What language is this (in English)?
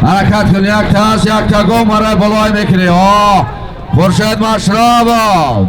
Tajik